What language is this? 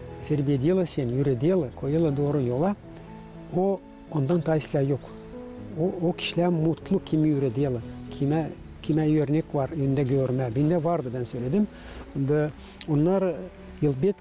Gagauz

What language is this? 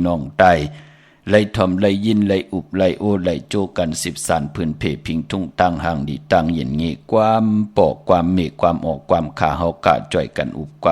Shan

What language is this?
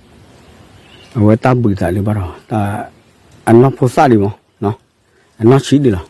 S'gaw Karen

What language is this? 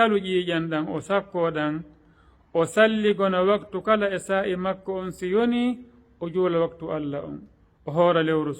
Fula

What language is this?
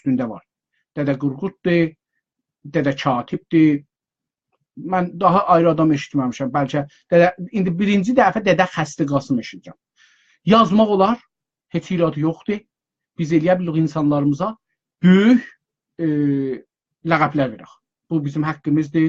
South Azerbaijani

